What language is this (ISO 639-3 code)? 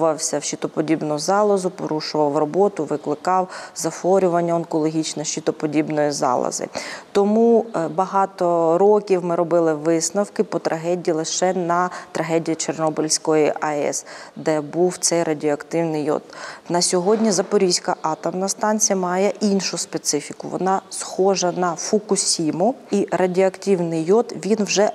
ukr